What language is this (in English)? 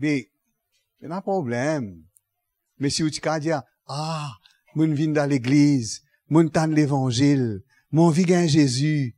Morisyen